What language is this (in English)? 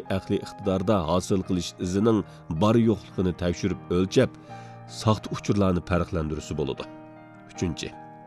Uyghur